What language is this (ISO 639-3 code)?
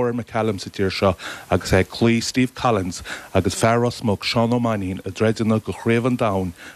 gle